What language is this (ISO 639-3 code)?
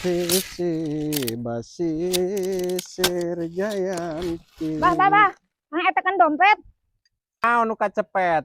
sun